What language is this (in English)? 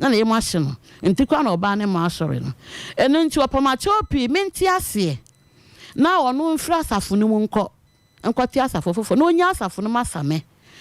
Akan